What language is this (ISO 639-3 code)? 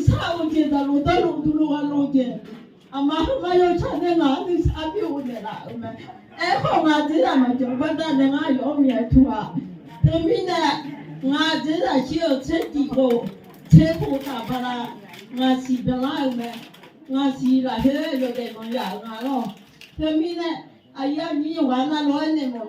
ahk